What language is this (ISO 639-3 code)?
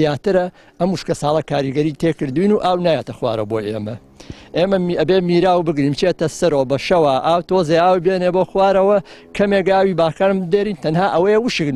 ckb